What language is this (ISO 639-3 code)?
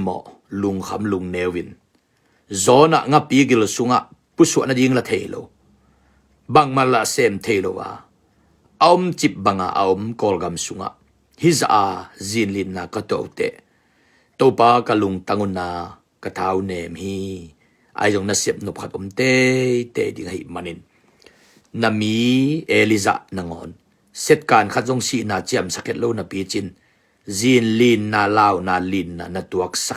ctd